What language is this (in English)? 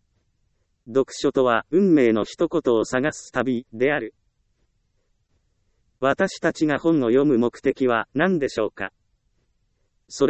Japanese